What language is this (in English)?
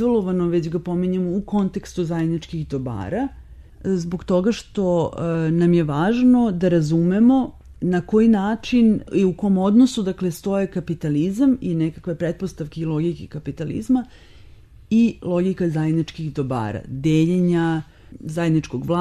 Serbian